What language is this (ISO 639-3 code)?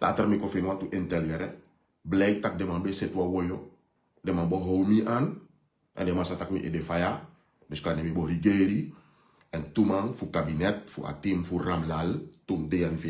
srn